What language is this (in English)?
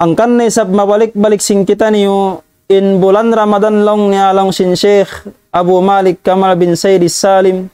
Tausug